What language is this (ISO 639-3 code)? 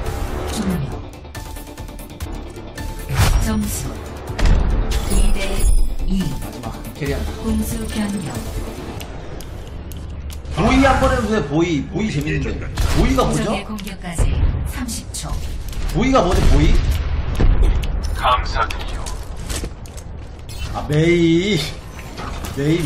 kor